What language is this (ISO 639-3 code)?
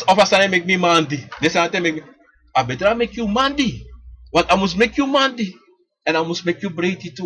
srn